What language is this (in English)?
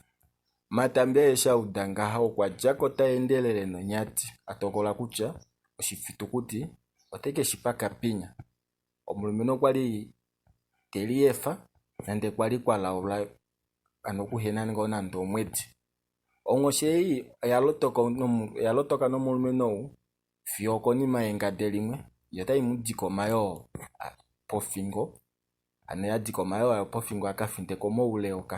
Kuanyama